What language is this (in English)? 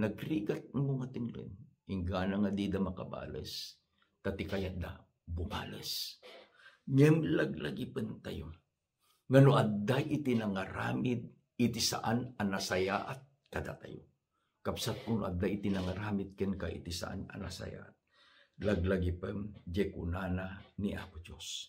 Iloko